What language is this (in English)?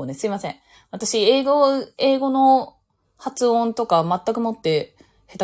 Japanese